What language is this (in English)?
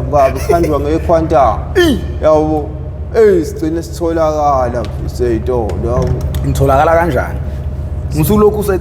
Zulu